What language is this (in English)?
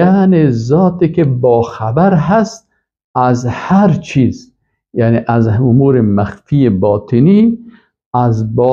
Persian